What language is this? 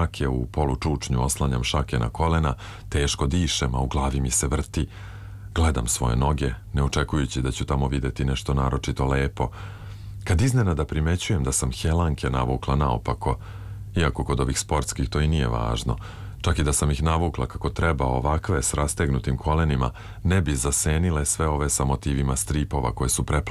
Serbian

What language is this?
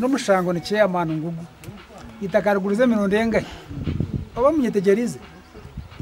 Nyankole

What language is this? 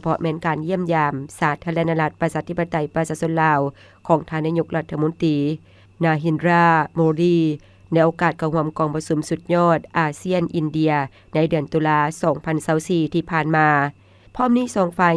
Lao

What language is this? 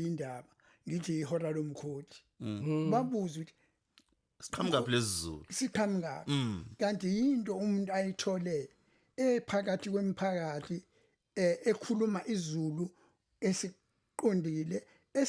Zulu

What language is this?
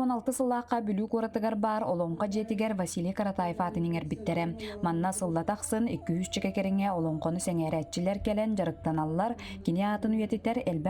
Yakut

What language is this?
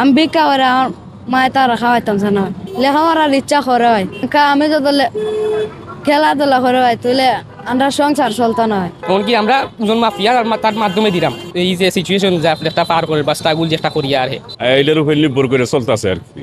Sylheti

